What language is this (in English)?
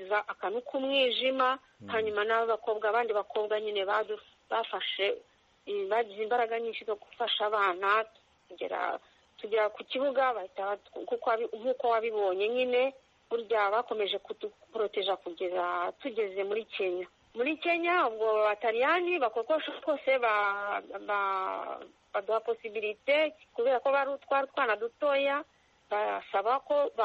Kinyarwanda